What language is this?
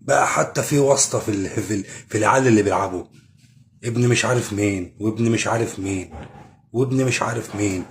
Egyptian Arabic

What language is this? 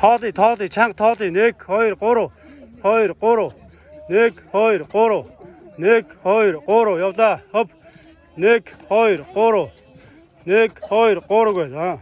Mongolian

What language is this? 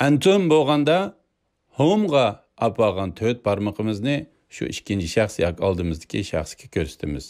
Uyghur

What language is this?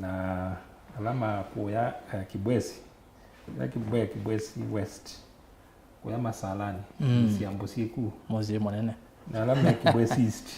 Kamba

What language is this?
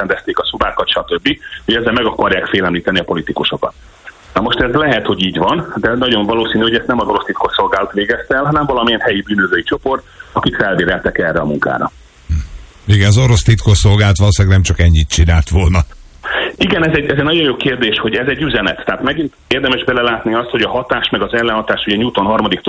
Hungarian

